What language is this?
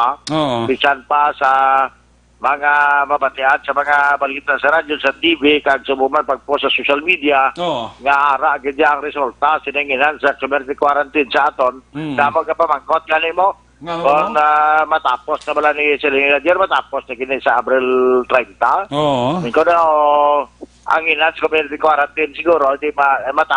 Hiligaynon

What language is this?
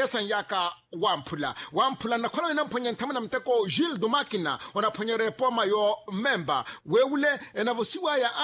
Makhuwa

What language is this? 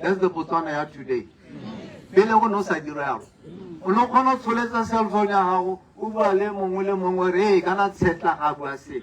Tswana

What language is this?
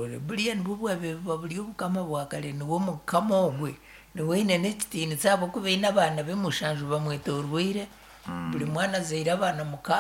Nyankole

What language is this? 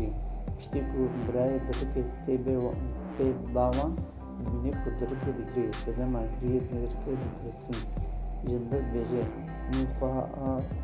Kurdish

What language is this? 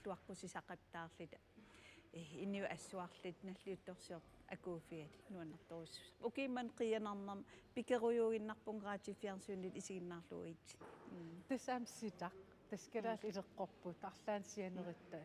Kalaallisut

